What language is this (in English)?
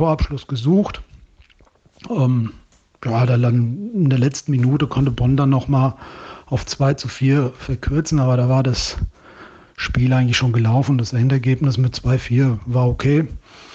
German